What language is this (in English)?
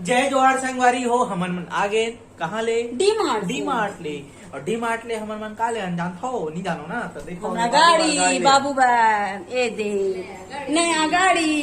Chhattisgarhi